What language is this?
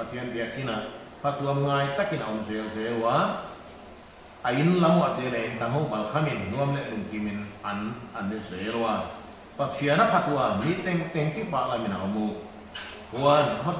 Paite Chin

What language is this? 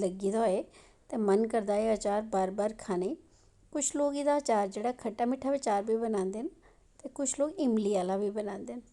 Dogri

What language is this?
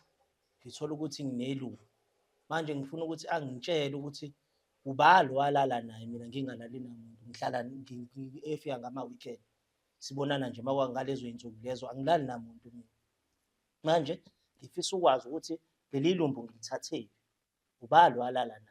Zulu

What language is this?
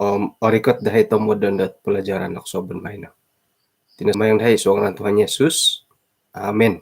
Central Dusun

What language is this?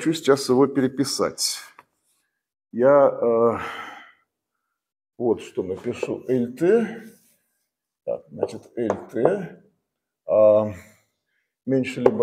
Russian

